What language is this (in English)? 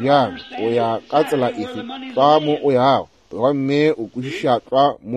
Northern Sotho